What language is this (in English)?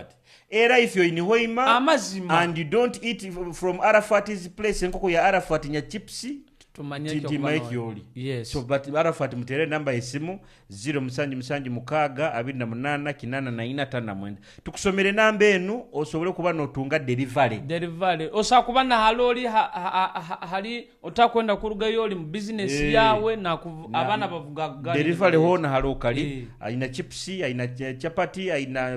Nyoro